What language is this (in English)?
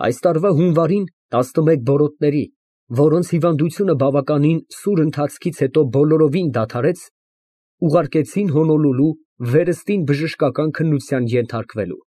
Armenian